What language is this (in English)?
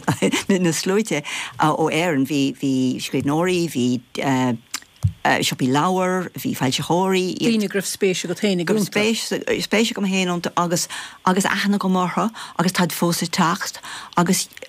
Irish